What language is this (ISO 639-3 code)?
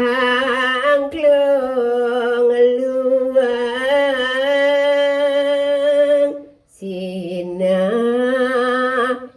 ban